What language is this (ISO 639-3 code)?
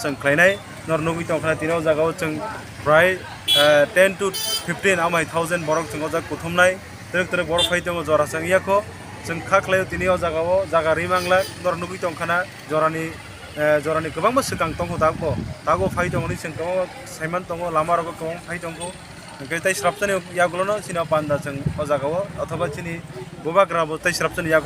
trp